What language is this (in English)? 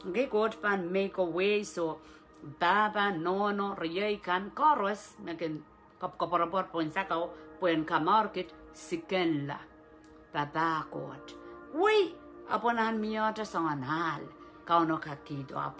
Pohnpeian